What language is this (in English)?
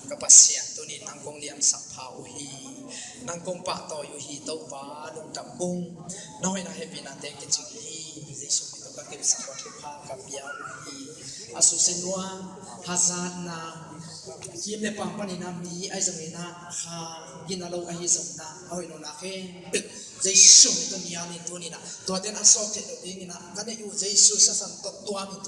Tedim Chin